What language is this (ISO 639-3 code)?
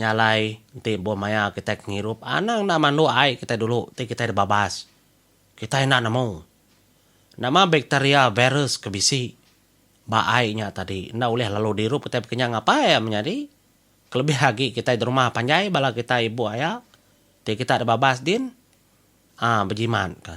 iba